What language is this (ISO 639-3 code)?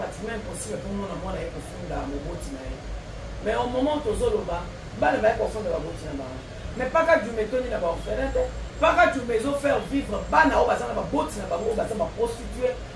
lin